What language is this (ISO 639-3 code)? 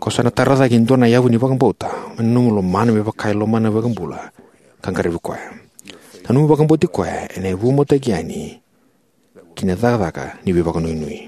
fij